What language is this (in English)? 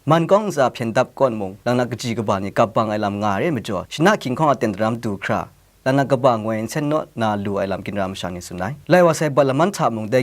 Kachin